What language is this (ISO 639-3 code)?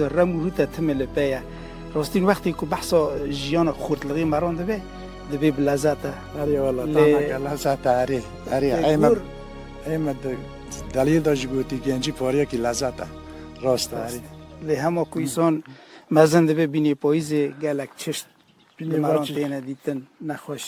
kur